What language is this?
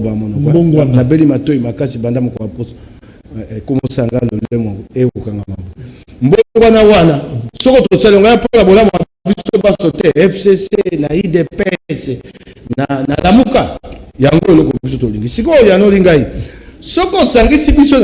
Lingala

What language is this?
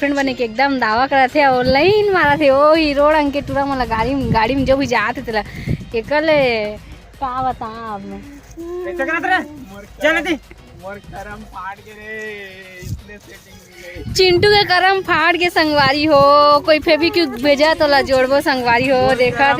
Chhattisgarhi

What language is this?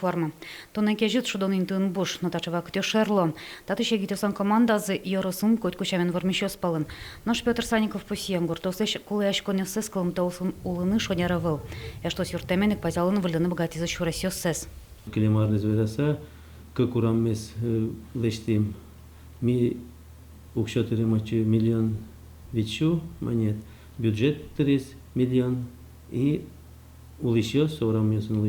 Udmurt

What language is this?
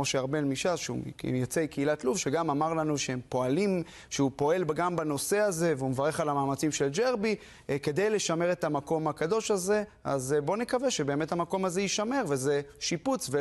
Hebrew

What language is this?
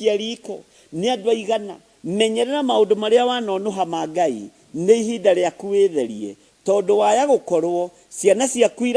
Kikuyu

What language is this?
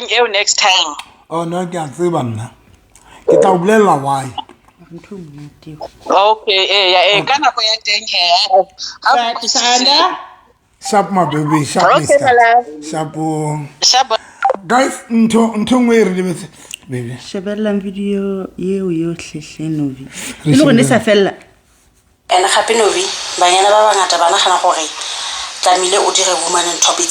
Southern Sotho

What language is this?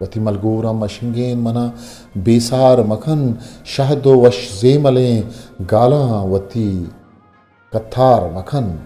Eastern Balochi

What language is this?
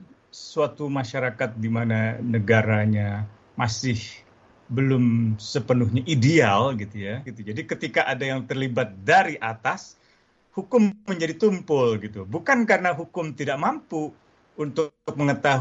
Indonesian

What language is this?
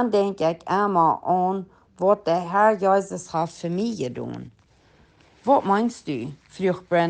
Plautdietsch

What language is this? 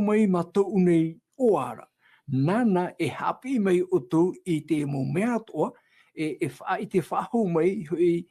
Tahitian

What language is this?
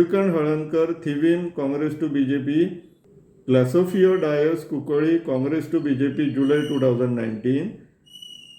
Konkani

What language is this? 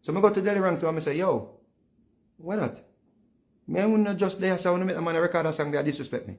Jamaican Creole English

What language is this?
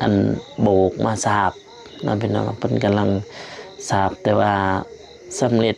Lao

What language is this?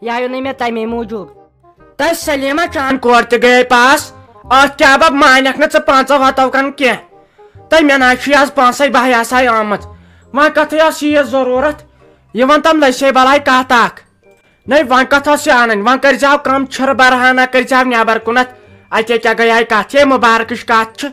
Kashmiri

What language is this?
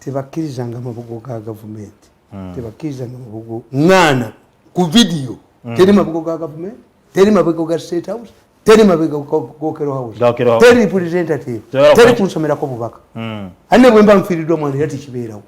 Ganda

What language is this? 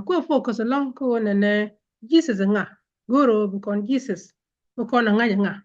Nuer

